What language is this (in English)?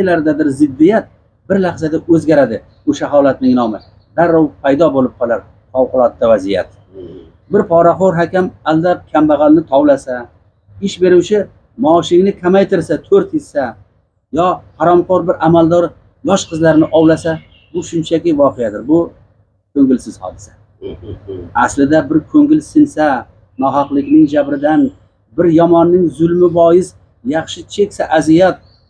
Uzbek